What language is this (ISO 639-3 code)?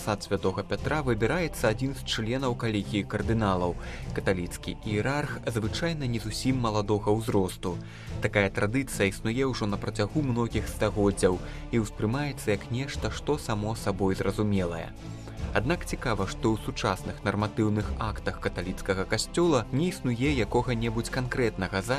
bel